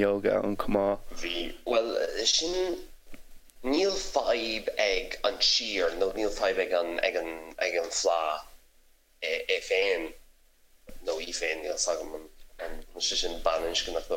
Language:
Irish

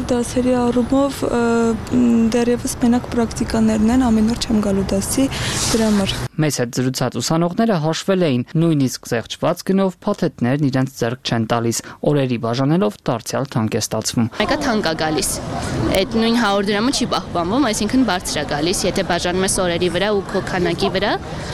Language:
Armenian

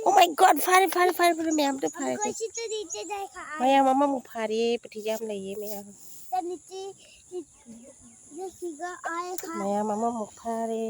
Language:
Manipuri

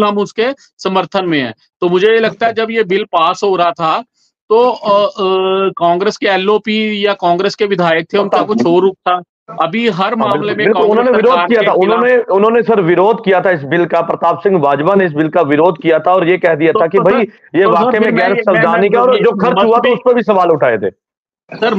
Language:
Hindi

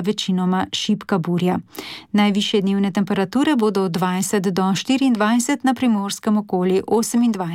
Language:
Slovenian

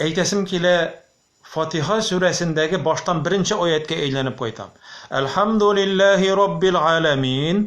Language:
Tatar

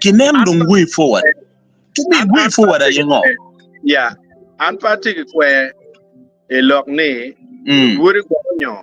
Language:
Acoli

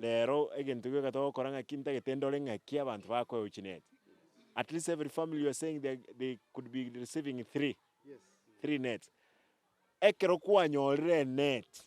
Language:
Gusii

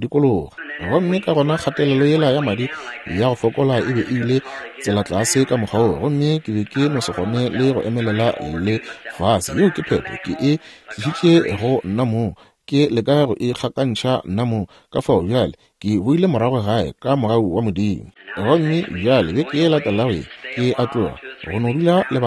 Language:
Northern Sotho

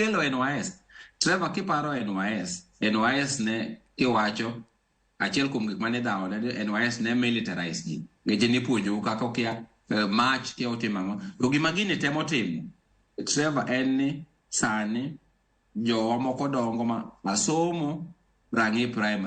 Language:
Luo (Kenya and Tanzania)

